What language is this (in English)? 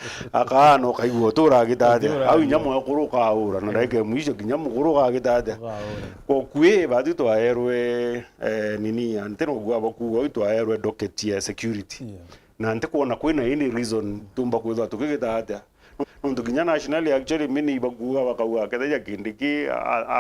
Meru